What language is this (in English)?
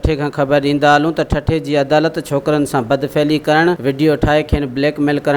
Sindhi